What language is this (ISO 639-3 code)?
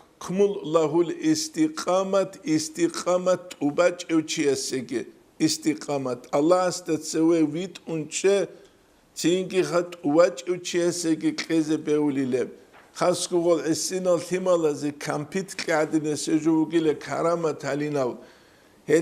ava